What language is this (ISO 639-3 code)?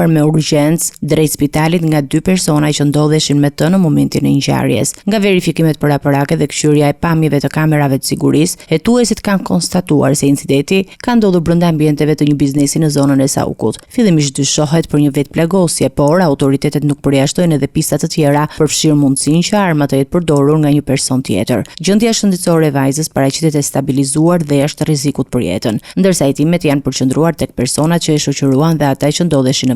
sqi